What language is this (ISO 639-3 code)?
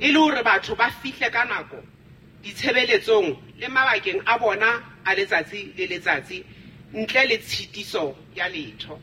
sot